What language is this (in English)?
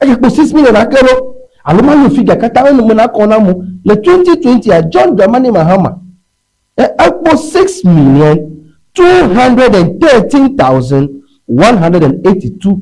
Ewe